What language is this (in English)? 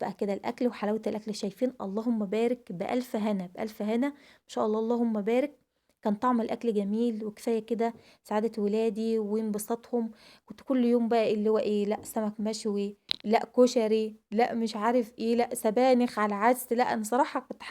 Egyptian Arabic